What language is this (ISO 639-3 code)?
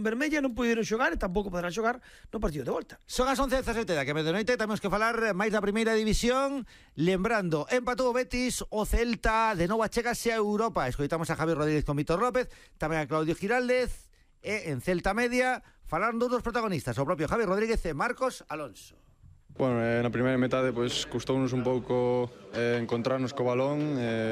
glg